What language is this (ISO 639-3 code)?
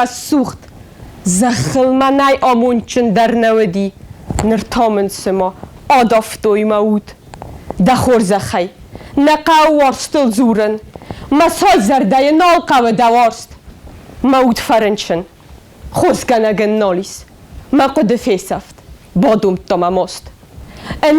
oss